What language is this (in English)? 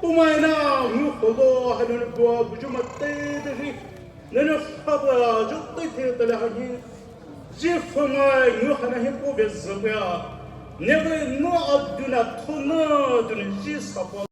Poumei Naga